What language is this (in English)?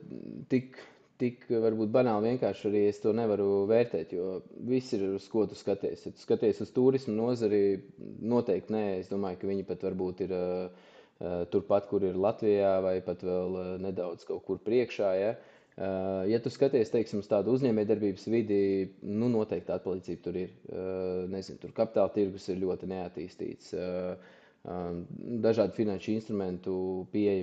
Latvian